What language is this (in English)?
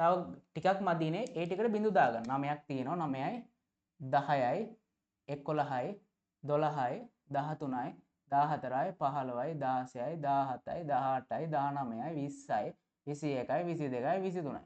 Sinhala